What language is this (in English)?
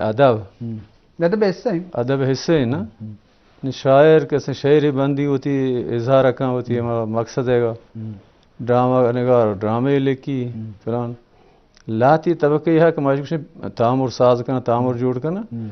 Baluchi